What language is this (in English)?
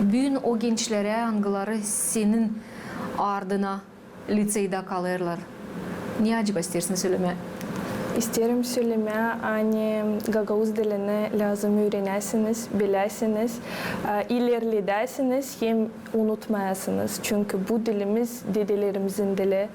Gagauz